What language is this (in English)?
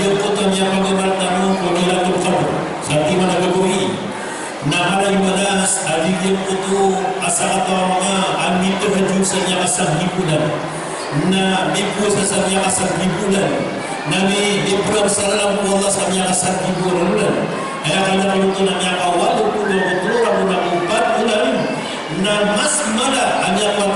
Maranao